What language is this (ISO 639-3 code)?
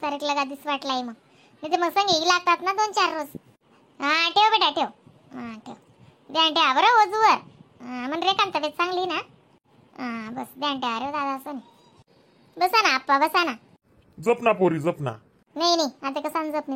khn